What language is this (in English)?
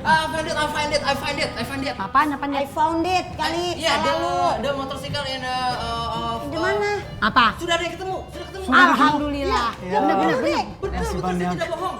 Betawi